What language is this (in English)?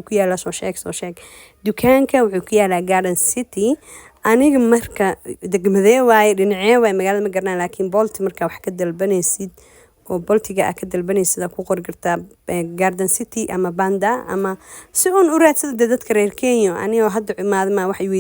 Somali